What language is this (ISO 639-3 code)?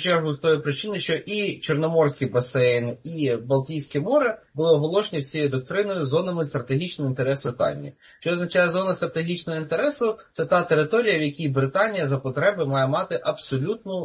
ukr